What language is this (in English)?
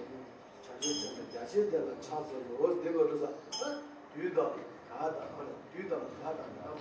Tibetan